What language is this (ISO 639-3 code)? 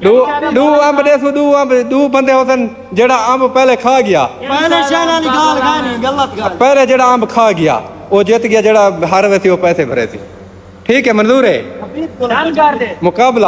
skr